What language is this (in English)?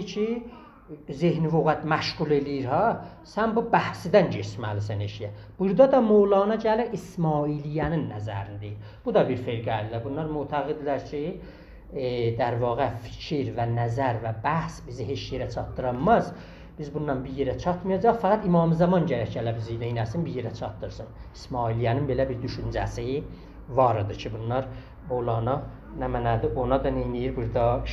South Azerbaijani